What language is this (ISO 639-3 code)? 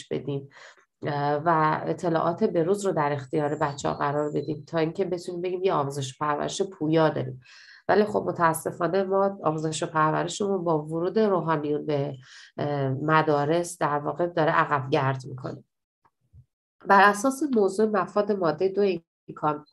fas